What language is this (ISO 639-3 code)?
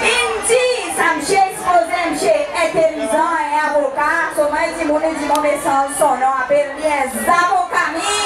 crs